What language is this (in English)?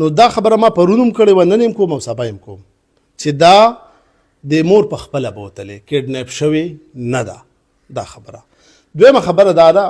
Pashto